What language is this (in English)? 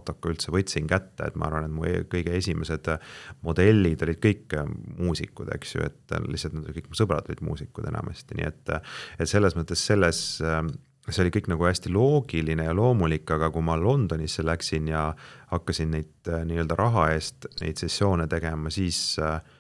Estonian